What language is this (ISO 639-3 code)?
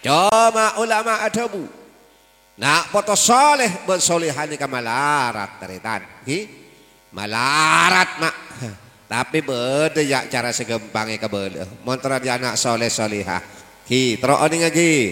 mad